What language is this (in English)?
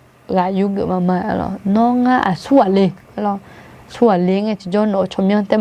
Akha